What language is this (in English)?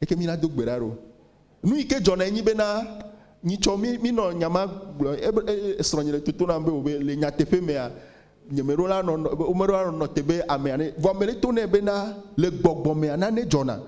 Ewe